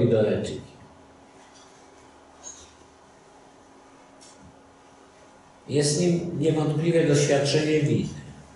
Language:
Polish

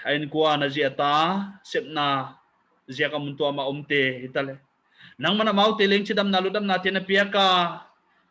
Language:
Paite Chin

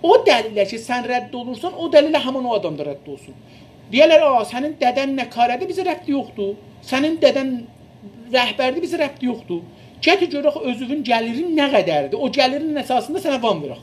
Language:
South Azerbaijani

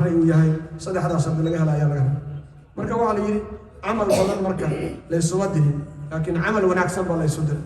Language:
Somali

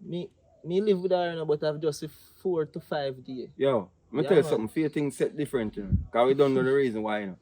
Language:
Jamaican Creole English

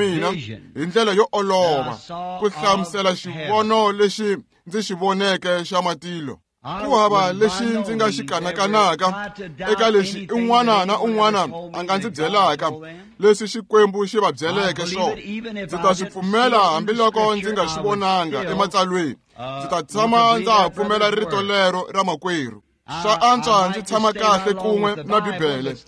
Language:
Tsonga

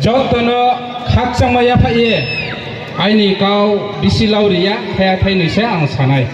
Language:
Riang (India)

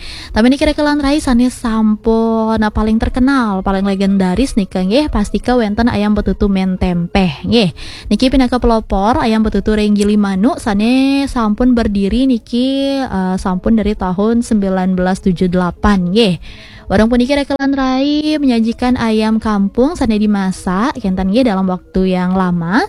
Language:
Balinese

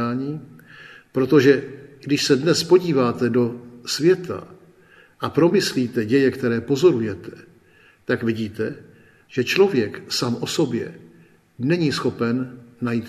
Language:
Czech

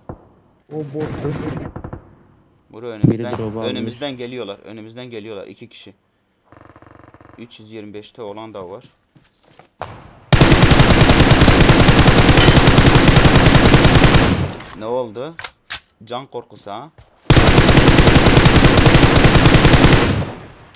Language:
Turkish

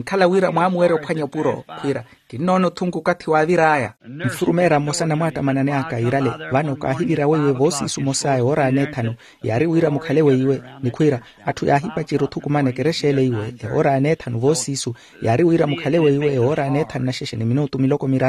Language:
Makhuwa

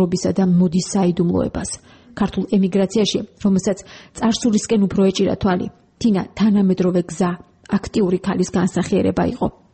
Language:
Georgian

